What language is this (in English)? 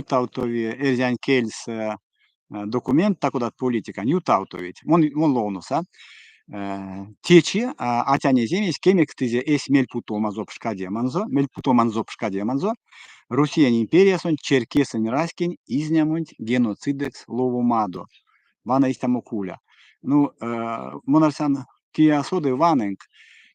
Erzya